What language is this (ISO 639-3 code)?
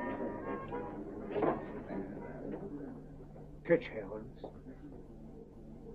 ita